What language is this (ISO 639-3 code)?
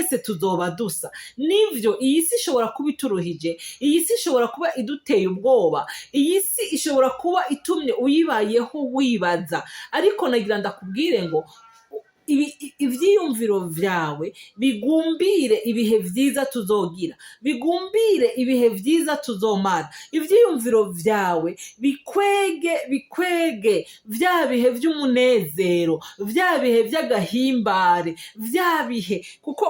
run